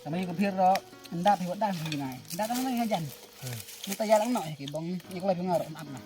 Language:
Khasi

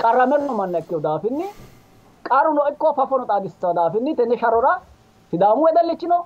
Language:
Sidamo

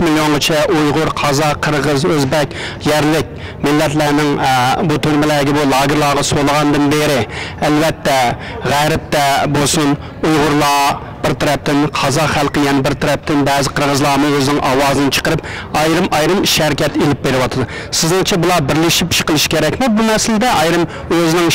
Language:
Uyghur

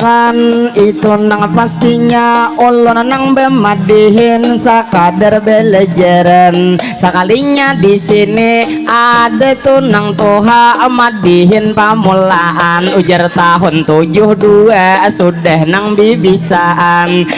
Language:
Banjar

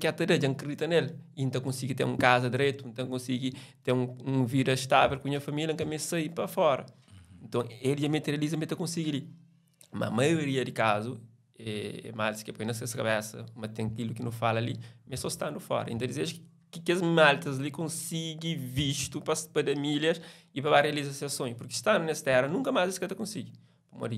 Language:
Kabuverdianu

